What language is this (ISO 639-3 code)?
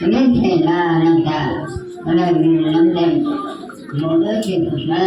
mrh